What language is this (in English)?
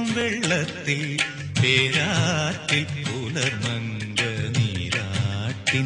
Malayalam